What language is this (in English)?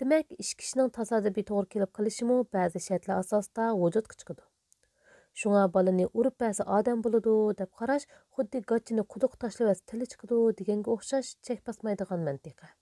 Uyghur